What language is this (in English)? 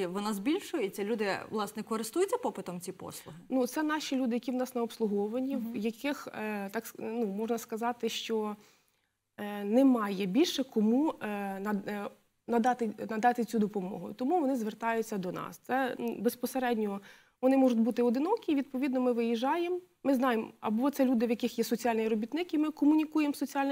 Ukrainian